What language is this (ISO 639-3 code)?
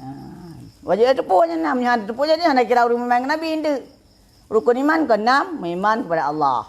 ace